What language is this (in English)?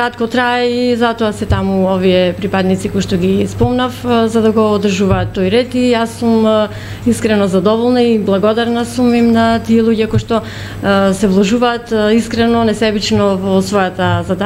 Macedonian